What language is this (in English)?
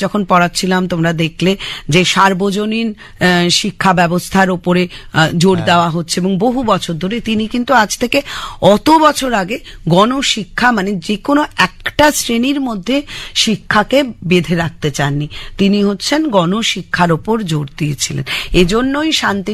Bangla